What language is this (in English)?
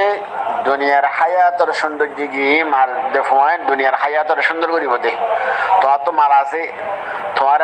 Rohingya